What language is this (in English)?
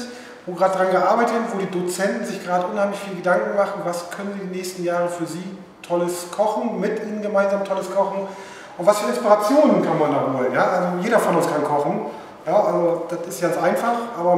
German